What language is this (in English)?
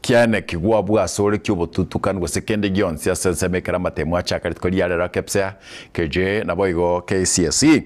Gusii